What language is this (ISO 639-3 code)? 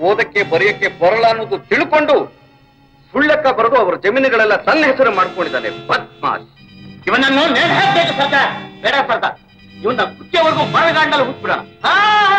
kan